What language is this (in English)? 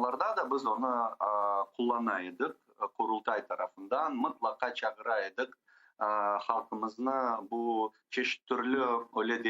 Crimean Tatar